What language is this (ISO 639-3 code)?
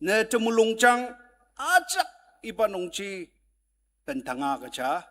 njo